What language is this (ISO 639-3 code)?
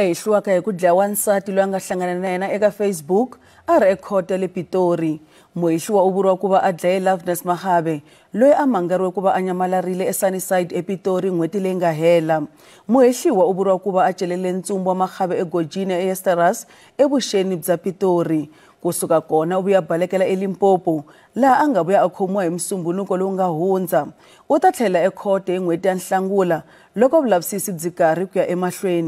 tso